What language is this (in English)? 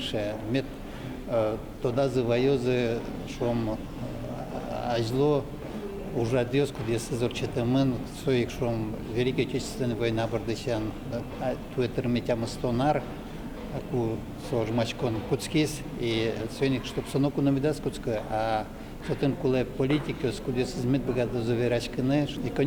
Udmurt